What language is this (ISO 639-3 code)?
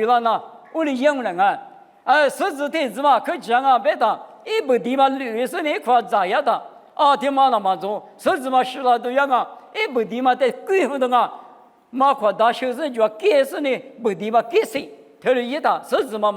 lis